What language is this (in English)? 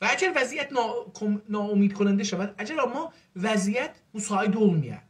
South Azerbaijani